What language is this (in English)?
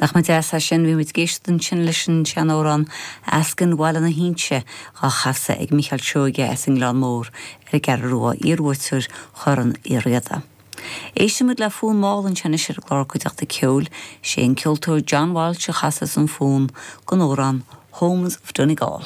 Irish